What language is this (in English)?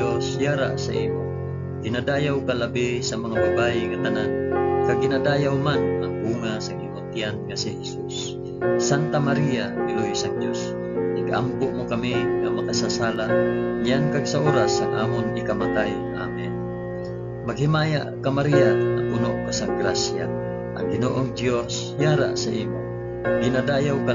Hiligaynon